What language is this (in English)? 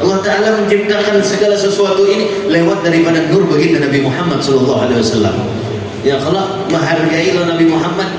Banjar